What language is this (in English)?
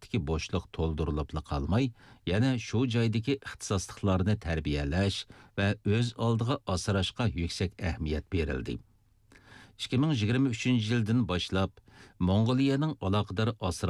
Uyghur